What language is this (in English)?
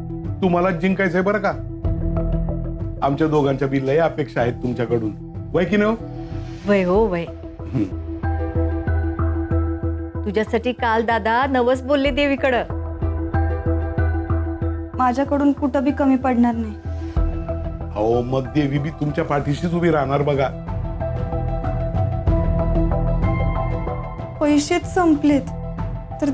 Marathi